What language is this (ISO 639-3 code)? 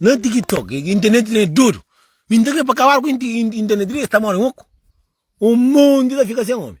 kea